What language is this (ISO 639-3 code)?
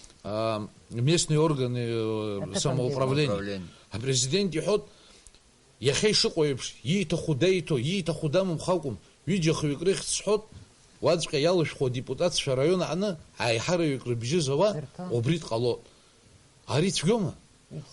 abk